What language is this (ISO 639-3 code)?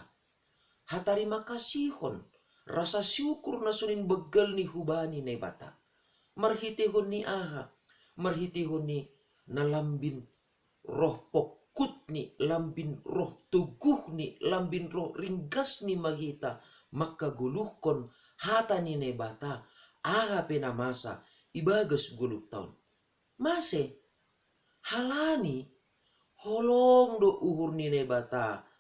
bts